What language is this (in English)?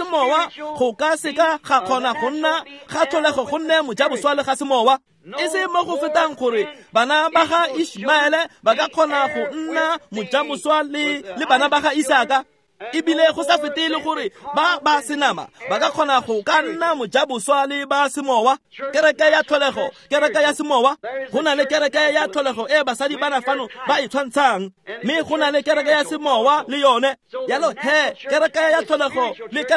Tswana